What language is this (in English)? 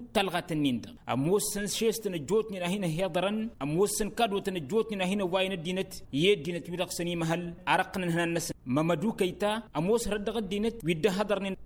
Tamasheq